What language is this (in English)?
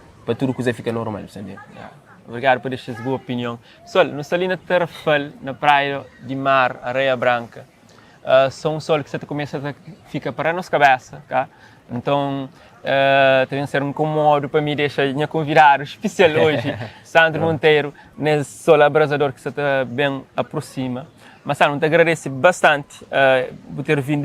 Kabuverdianu